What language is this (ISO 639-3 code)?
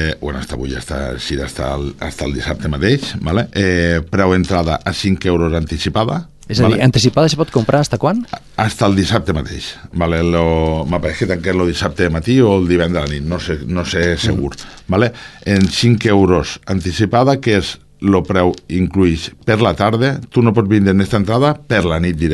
cat